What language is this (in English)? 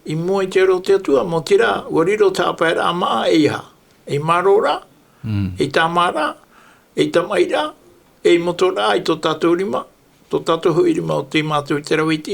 Tahitian